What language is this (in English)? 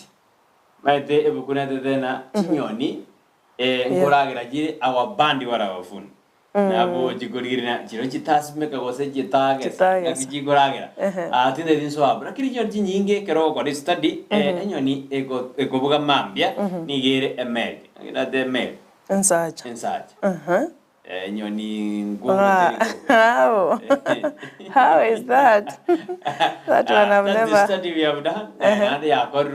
Gusii